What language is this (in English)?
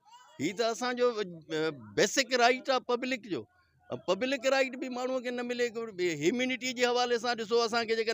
Sindhi